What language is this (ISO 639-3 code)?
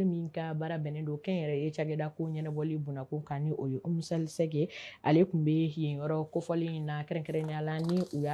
bam